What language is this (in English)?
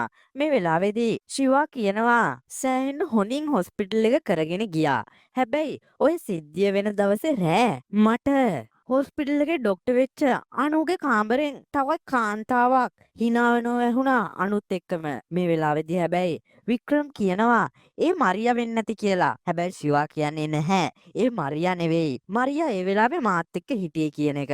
Sinhala